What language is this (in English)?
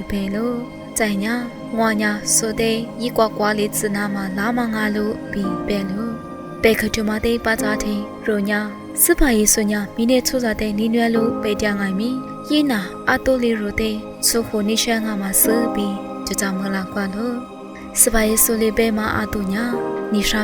Lisu